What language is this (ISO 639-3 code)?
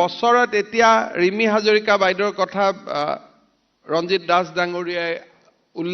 asm